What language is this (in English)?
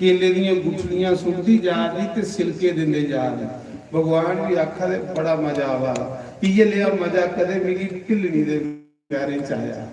Dogri